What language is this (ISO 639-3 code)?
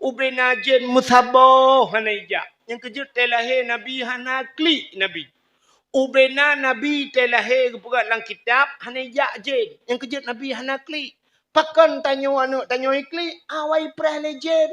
ace